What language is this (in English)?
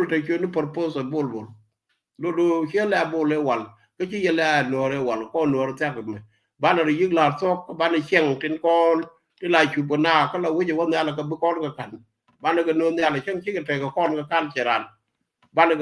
Nuer